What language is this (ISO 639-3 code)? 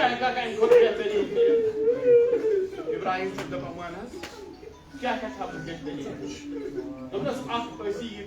kas